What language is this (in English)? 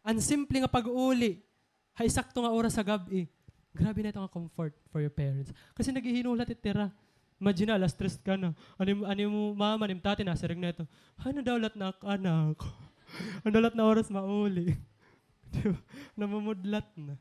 Waray